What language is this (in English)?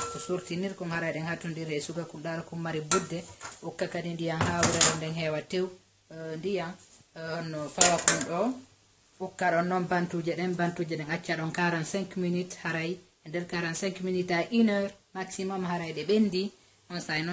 Fula